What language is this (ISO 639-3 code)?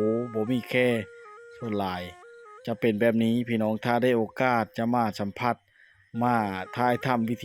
lao